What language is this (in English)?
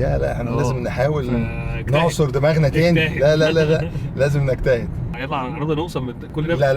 Egyptian Arabic